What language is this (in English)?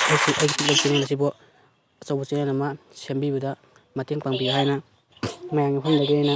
Manipuri